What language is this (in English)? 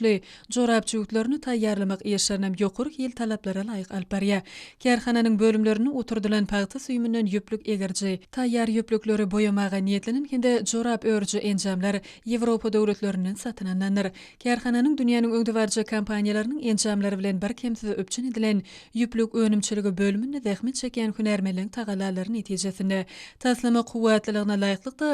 Turkmen